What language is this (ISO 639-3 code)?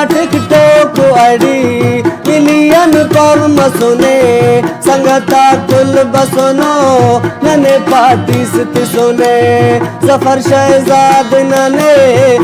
brh